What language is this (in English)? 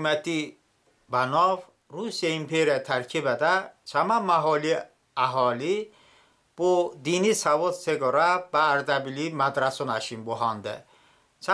Talysh